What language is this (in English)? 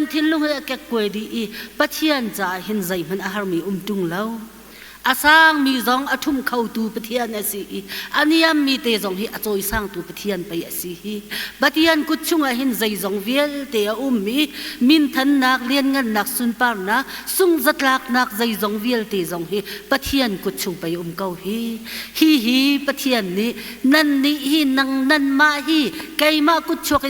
Hakha Chin